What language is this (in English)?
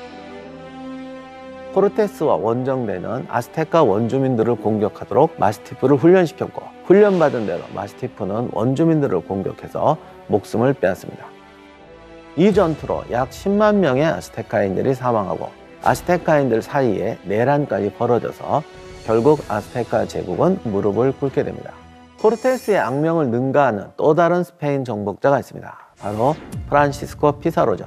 Korean